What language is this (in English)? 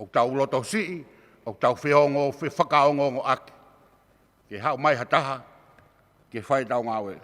Tongan